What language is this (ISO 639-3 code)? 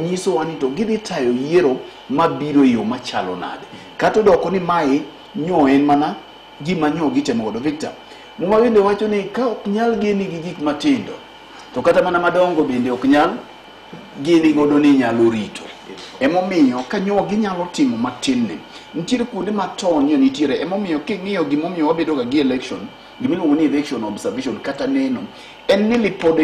luo